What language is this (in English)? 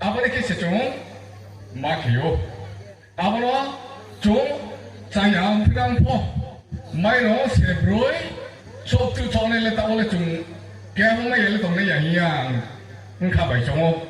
Riang (India)